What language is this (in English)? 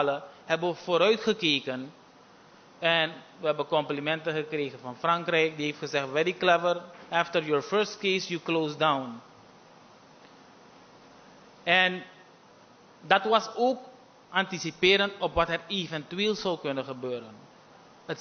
Dutch